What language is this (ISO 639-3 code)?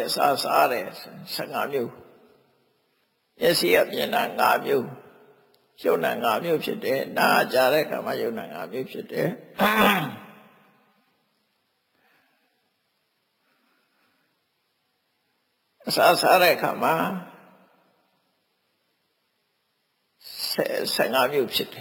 mya